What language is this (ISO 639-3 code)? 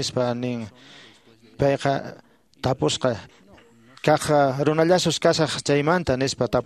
que